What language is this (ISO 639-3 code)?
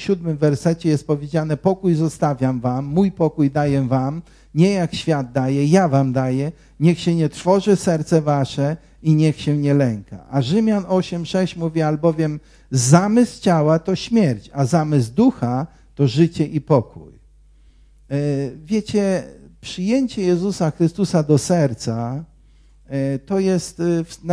pol